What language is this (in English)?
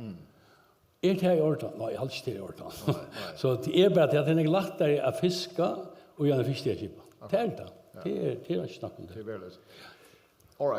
Faroese